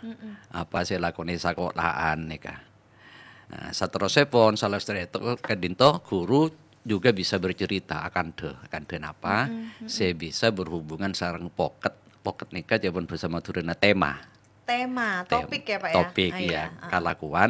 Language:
Madurese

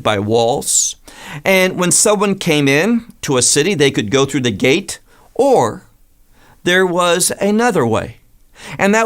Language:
English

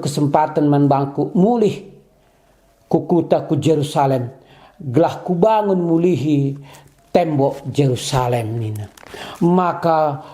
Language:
Batak Karo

